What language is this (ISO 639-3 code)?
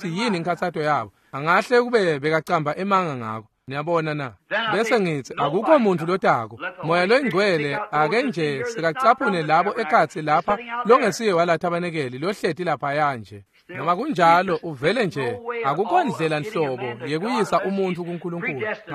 ssw